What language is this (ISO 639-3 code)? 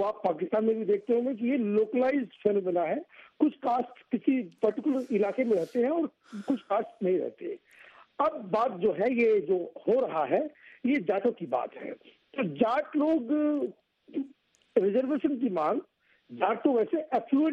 urd